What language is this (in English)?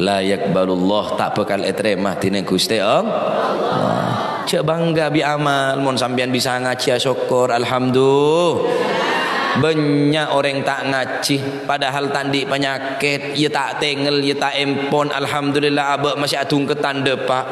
Madurese